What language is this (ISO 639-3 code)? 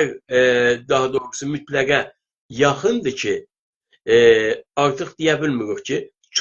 azb